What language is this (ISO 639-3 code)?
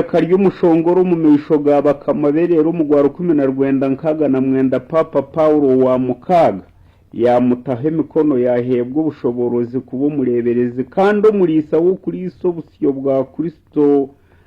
nyn